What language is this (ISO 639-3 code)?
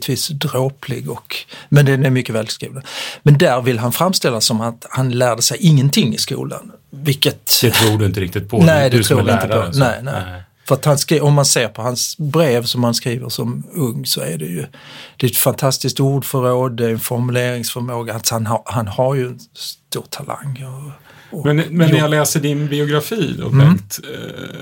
swe